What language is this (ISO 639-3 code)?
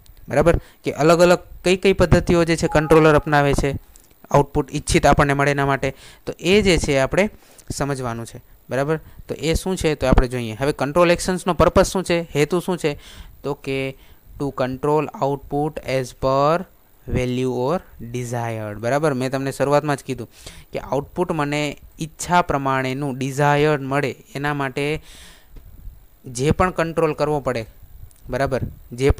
guj